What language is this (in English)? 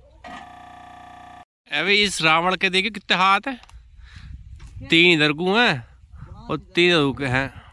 Hindi